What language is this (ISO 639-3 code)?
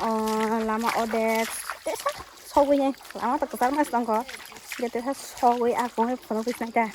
trp